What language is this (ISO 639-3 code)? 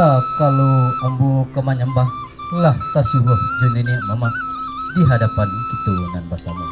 min